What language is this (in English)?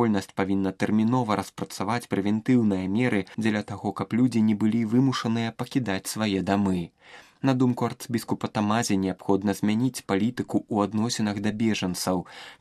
Belarusian